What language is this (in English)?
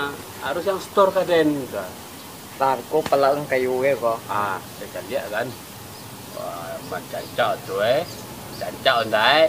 Minangkabau